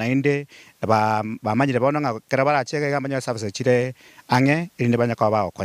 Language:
Gusii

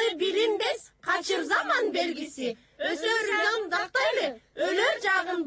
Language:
Kyrgyz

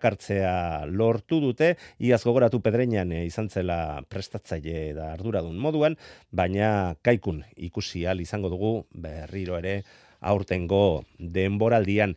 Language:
Basque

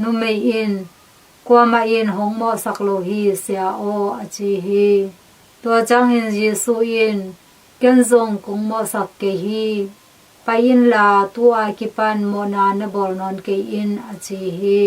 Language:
Tedim Chin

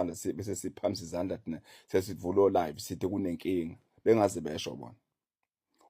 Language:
Zulu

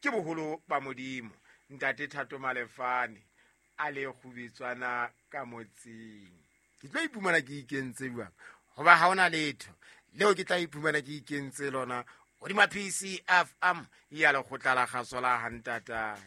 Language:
Southern Sotho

